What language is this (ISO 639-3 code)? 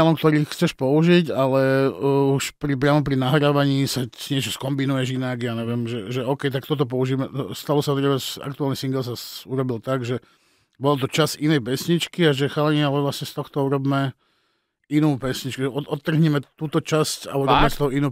slk